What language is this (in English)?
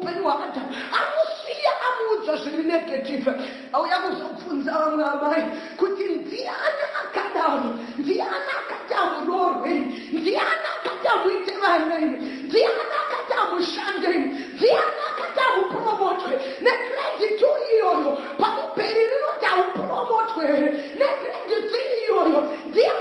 Shona